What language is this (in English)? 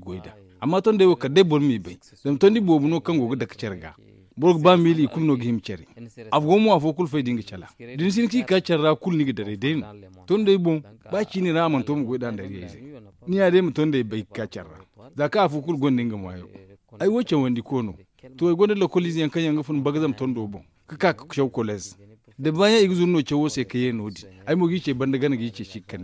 Zarma